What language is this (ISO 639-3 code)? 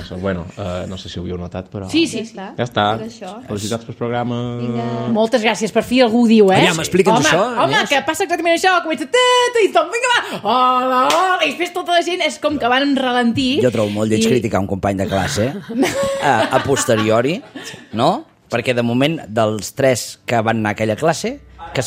cat